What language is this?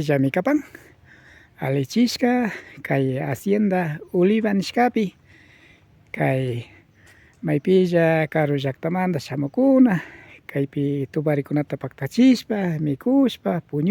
Imbabura Highland Quichua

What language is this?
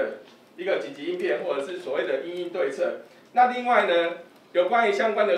Chinese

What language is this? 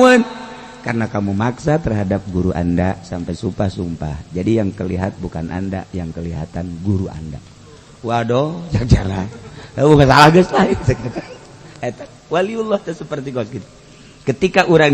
Sundanese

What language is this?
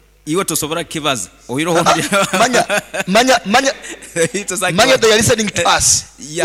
Nyoro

